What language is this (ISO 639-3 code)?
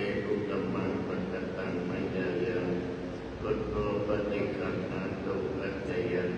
pli